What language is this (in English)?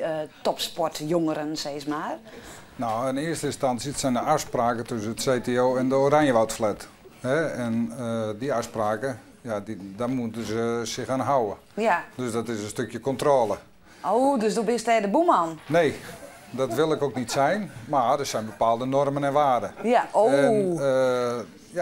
Western Frisian